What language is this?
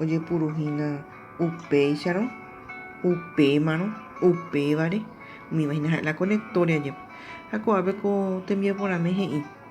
Guarani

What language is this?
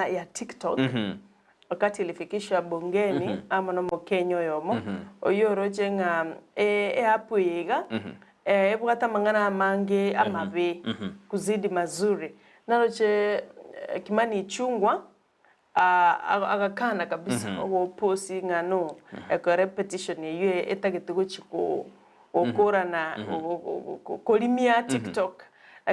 Gusii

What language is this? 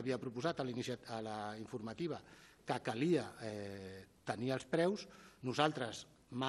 Catalan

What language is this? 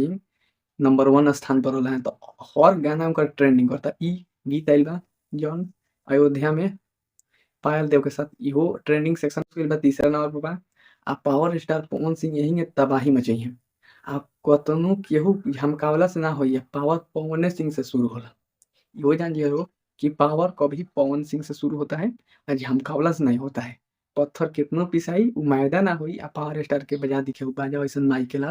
Bhojpuri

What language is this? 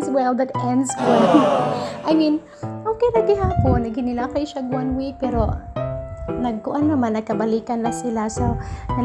Cebuano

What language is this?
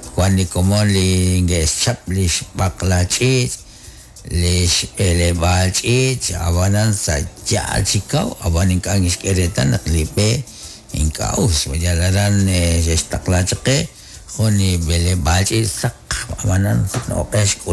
Kekchí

